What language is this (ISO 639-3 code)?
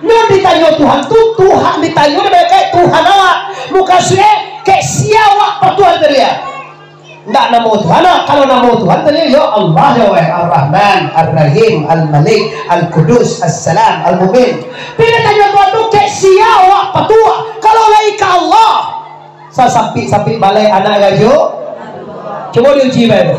min